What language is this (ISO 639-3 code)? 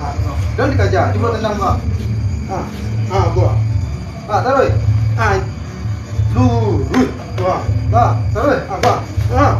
min